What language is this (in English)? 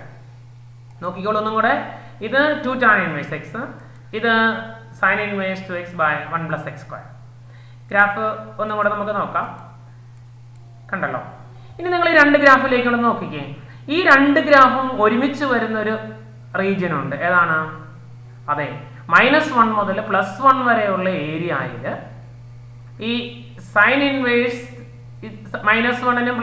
Malayalam